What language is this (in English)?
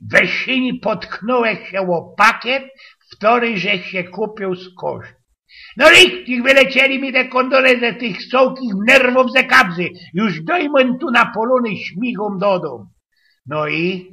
Silesian